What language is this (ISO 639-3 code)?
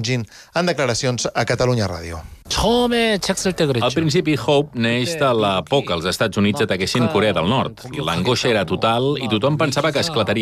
cat